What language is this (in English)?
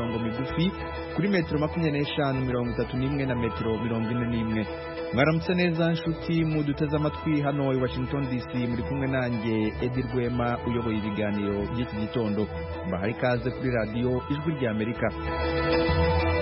Kinyarwanda